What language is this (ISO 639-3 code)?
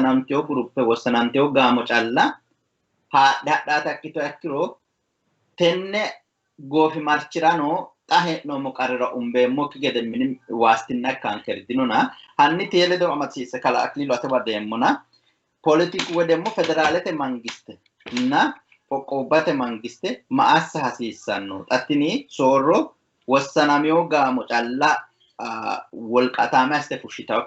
sid